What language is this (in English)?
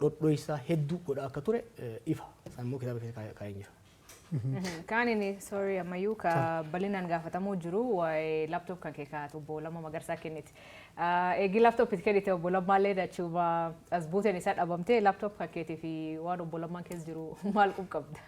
Oromo